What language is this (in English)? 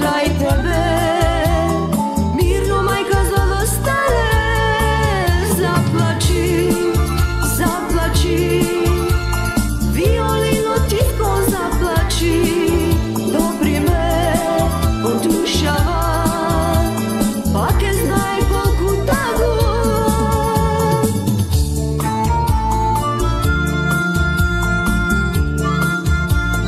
Macedonian